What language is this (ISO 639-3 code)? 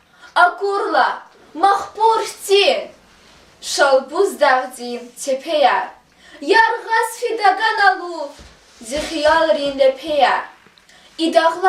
lez